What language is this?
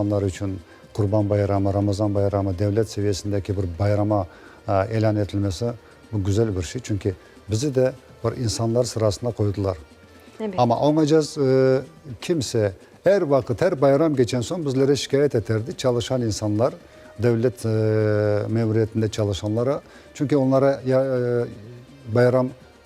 Crimean Tatar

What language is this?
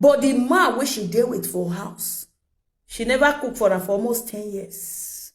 Nigerian Pidgin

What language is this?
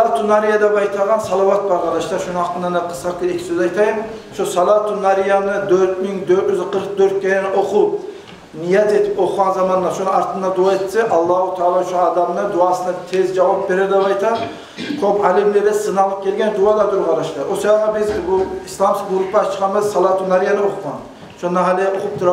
Kumyk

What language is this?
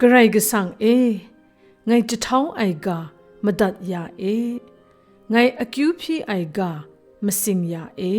Kachin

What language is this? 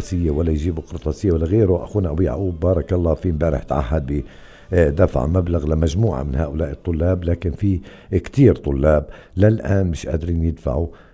North Levantine Arabic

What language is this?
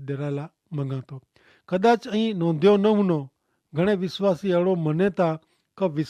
Kachhi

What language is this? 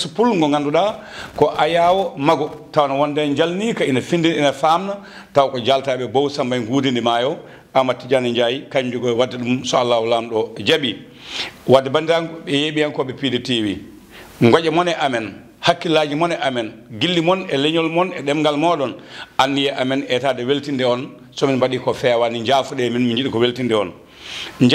Fula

